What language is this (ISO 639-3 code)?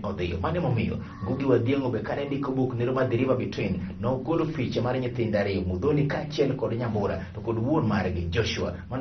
luo